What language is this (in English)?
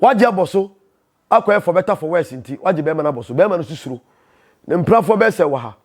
Akan